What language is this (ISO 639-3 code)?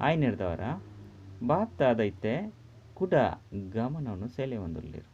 tcy